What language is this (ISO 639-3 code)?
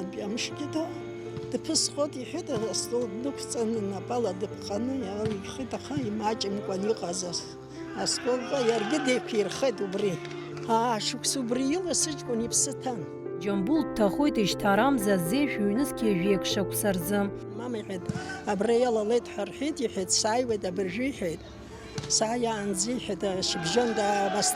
abk